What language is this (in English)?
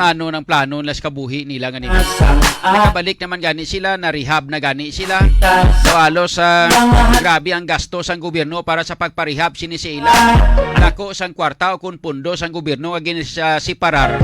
Hiligaynon